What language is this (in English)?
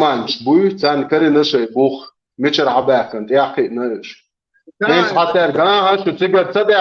Chechen